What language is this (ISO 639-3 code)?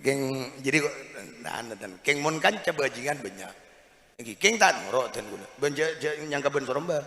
mad